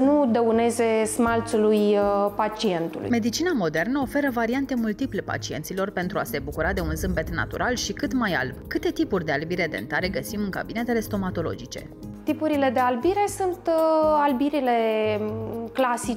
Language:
Romanian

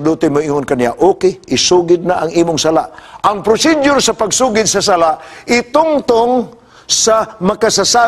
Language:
Cebuano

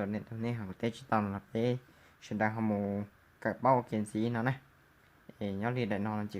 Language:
Hmong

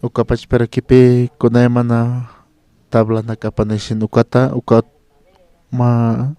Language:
Aymara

